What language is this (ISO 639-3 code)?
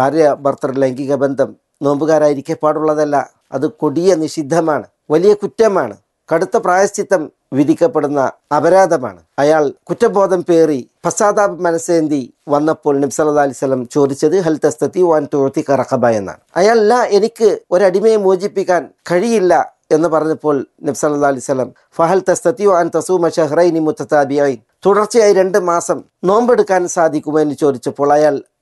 mal